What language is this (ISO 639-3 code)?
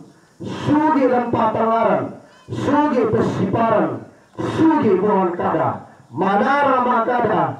sda